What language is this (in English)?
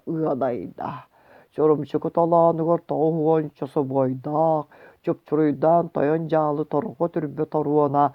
Yakut